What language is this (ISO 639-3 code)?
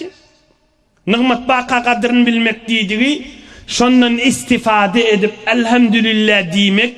tuk